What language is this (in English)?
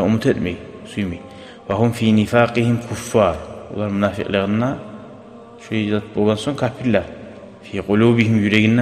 Kumyk